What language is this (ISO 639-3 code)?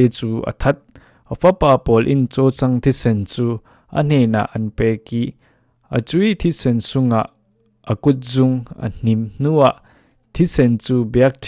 cfm